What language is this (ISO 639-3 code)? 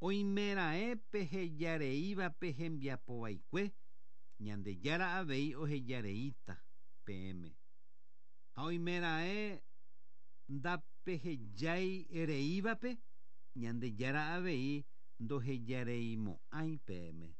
grn